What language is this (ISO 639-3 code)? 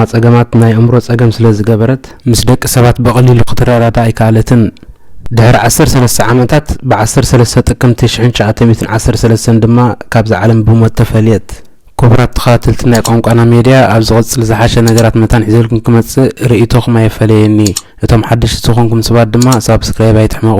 tir